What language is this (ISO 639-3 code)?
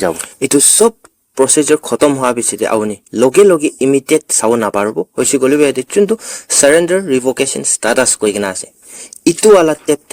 nag